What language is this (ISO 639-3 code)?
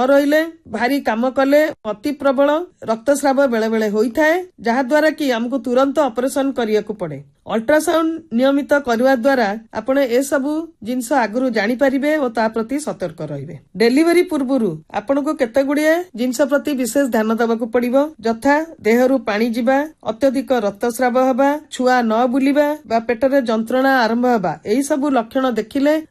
ori